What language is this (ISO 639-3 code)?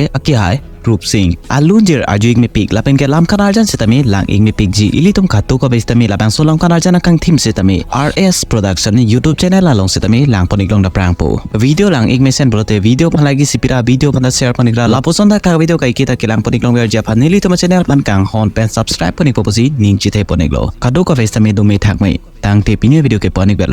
mjw